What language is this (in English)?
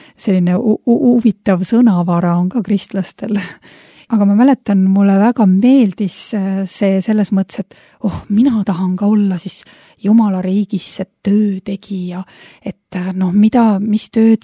Estonian